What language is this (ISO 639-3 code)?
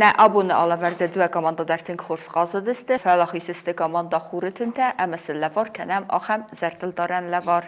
oss